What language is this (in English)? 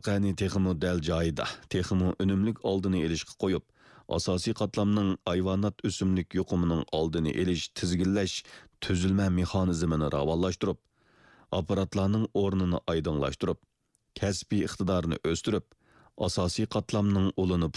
Uyghur